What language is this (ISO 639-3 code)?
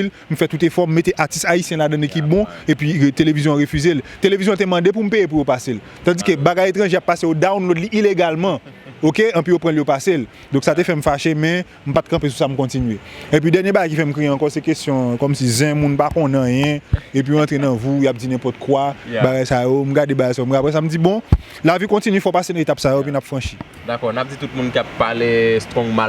hat